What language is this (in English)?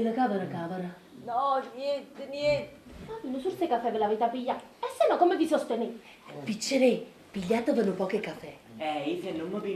Neapolitan